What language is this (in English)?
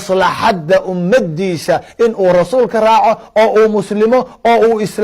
Somali